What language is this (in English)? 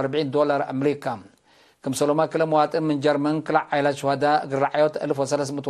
Tigre